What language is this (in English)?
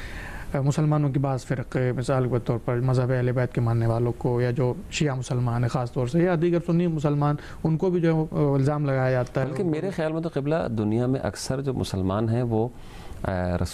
Urdu